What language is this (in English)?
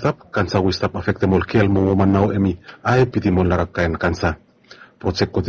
Bislama